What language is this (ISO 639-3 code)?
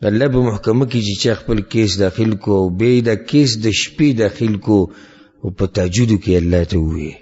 pus